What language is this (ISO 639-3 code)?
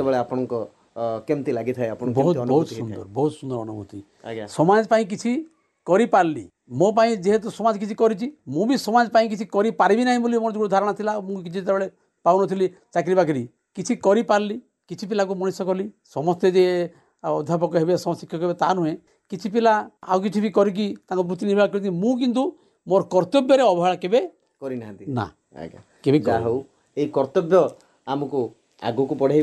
ori